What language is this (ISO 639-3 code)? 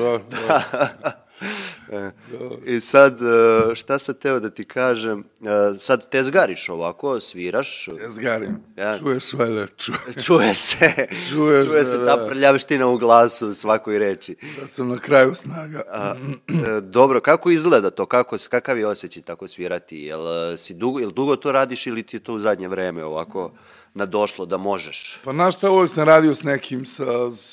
srp